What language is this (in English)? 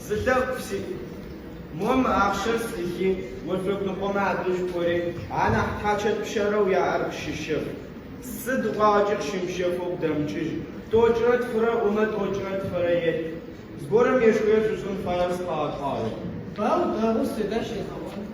Adyghe